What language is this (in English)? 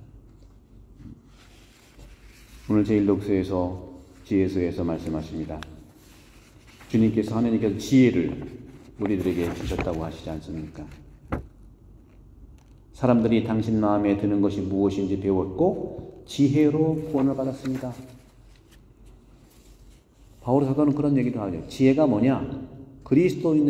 Korean